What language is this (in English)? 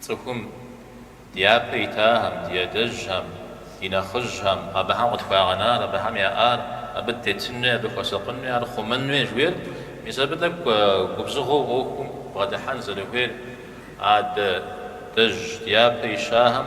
Kabardian